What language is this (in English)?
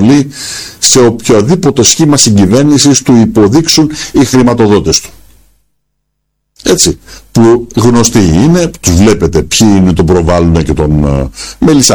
Greek